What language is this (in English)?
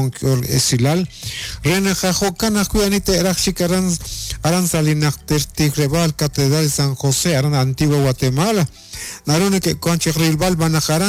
Kekchí